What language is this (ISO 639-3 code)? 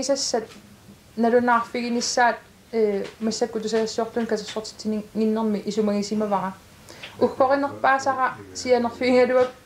kal